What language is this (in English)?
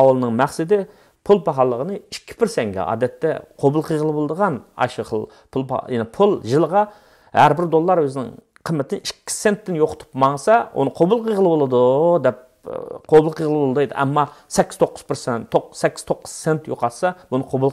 Uyghur